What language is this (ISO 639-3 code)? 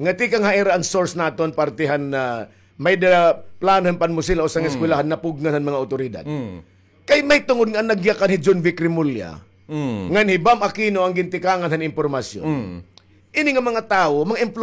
war